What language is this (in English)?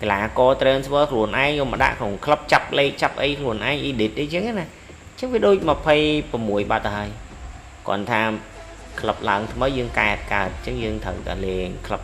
Khmer